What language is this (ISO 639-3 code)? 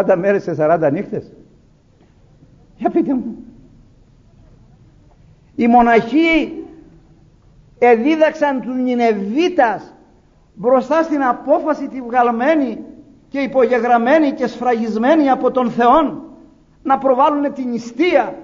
ell